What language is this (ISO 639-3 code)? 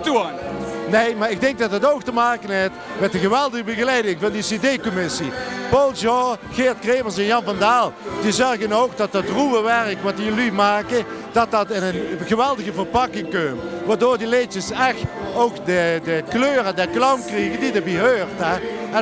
lim